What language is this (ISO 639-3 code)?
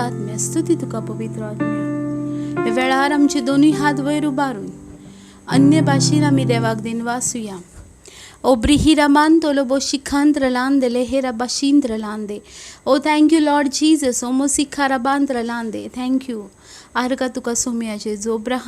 kok